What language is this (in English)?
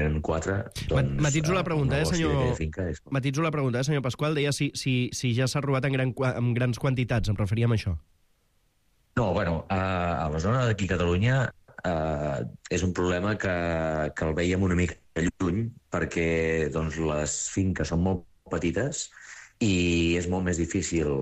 Catalan